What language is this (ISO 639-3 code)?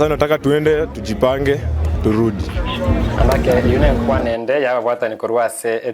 guz